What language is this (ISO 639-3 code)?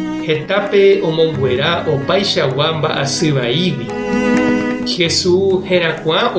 grn